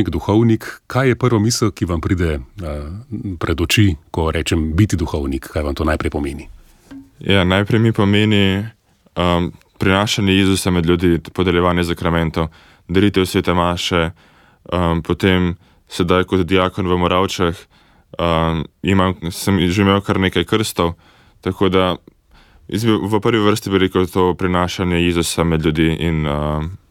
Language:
Slovenian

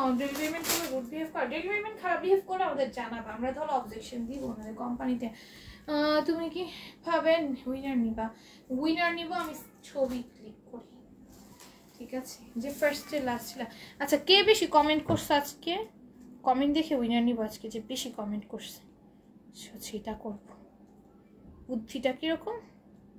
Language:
Bangla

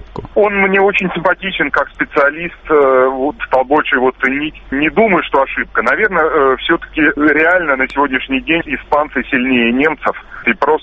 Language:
Russian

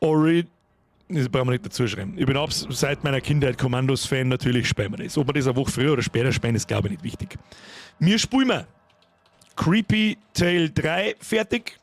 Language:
Bavarian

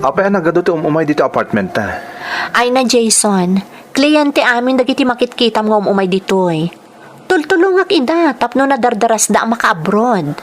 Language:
Iloko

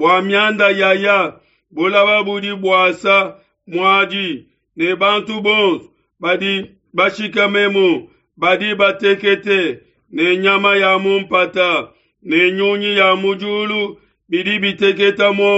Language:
Luba-Lulua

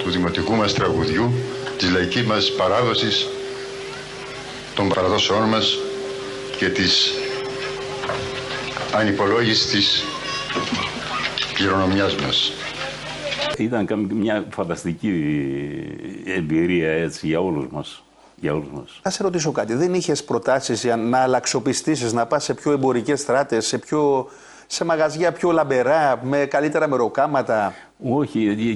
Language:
Greek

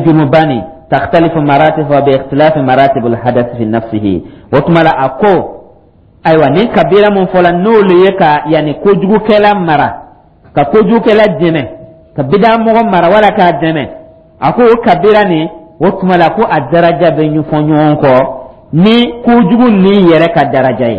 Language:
Dyula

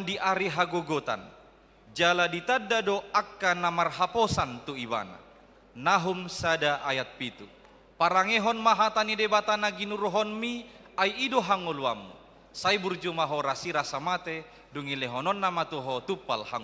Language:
Batak Toba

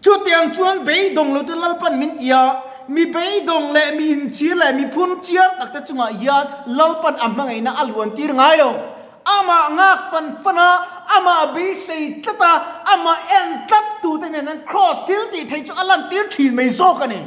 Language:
Mizo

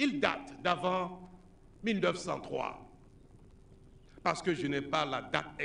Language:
French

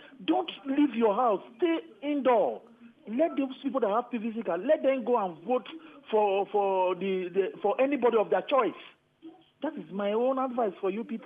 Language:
Nigerian Pidgin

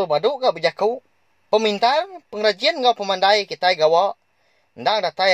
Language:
Iban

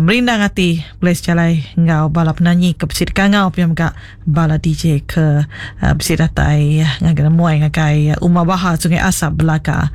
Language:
Iban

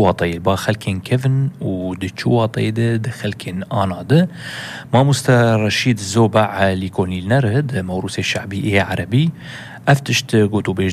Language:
Kurdish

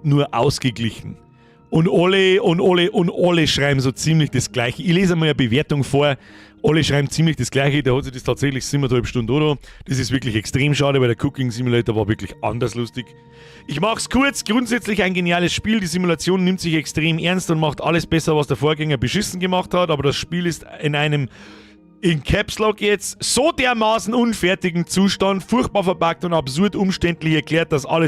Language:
Bavarian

